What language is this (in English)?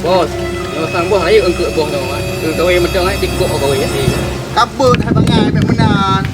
Achinese